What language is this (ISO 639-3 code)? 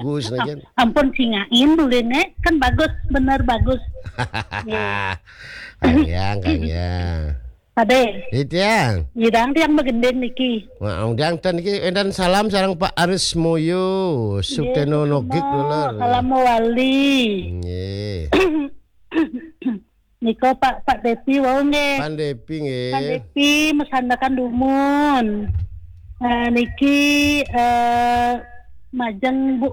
ban